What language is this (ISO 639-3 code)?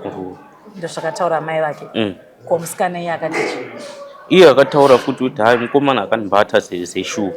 sna